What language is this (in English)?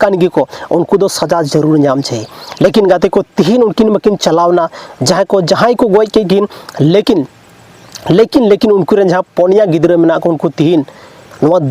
Santali